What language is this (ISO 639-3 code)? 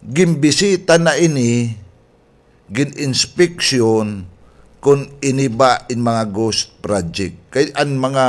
war